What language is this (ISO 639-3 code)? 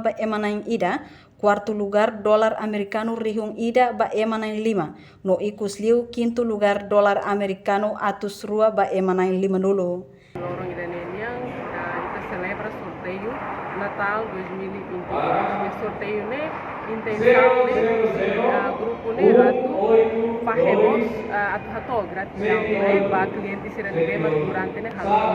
tet